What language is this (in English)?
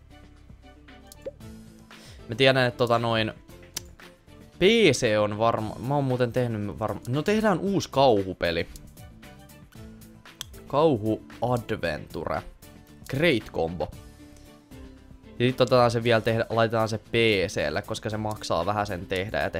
Finnish